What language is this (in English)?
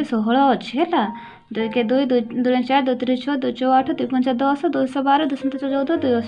Odia